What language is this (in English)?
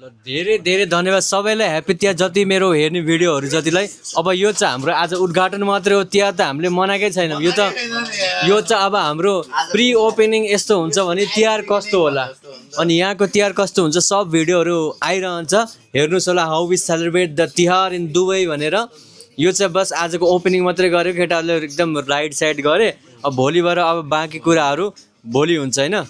Nepali